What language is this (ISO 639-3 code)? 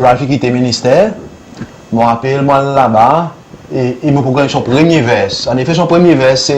crs